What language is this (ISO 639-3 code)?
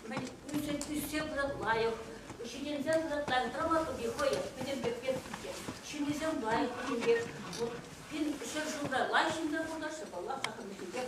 chv